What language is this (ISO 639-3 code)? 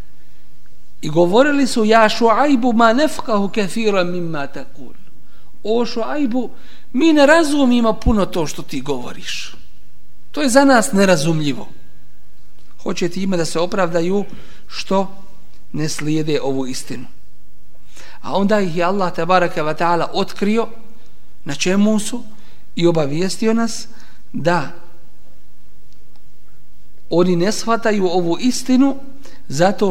bos